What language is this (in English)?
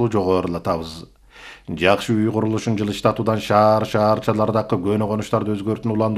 Kyrgyz